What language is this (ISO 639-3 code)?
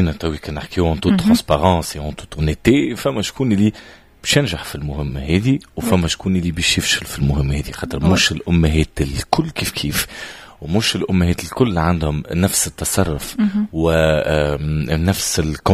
aeb